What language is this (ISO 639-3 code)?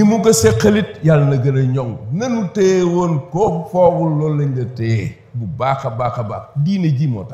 wol